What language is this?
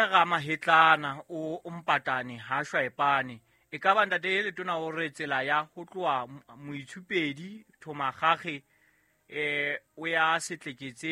Southern Sotho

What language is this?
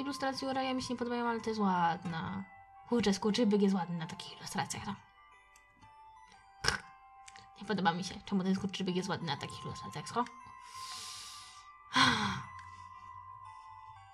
Polish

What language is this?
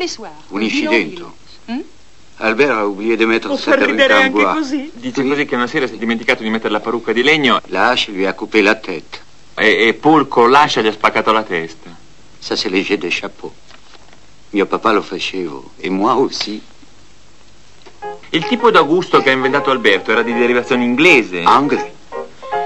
Italian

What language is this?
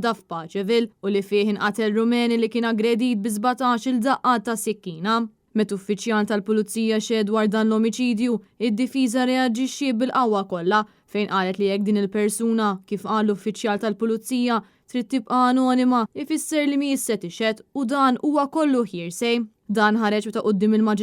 Maltese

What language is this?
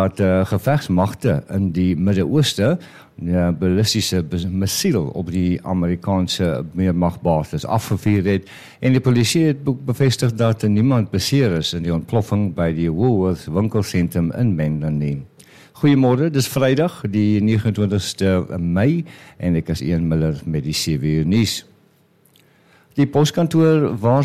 Afrikaans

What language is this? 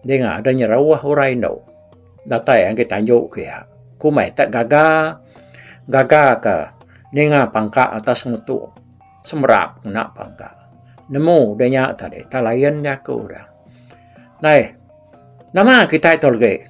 Iban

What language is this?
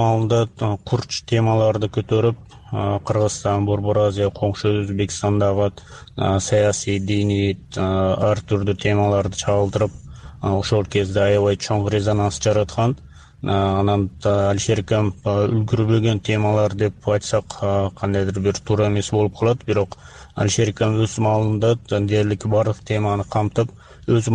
Kyrgyz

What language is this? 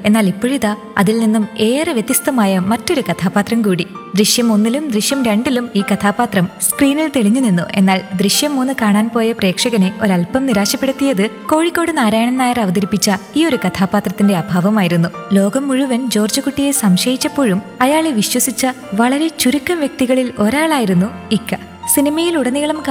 Malayalam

